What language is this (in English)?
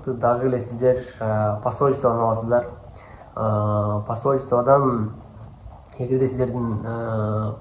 Kyrgyz